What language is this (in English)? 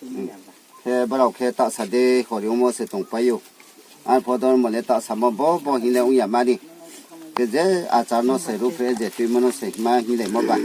Riang (India)